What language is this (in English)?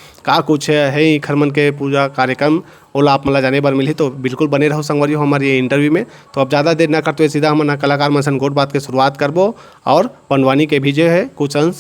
Chhattisgarhi